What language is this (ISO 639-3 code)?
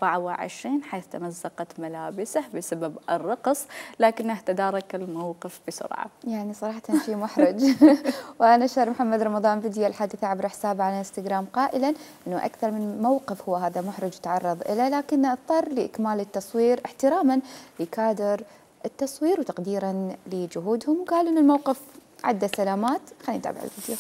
acm